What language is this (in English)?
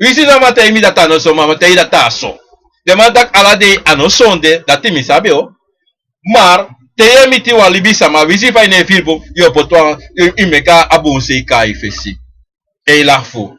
Sranan Tongo